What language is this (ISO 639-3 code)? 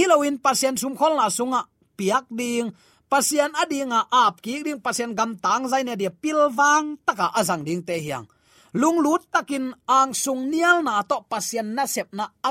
ctd